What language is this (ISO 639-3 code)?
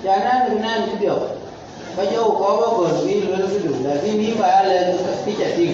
din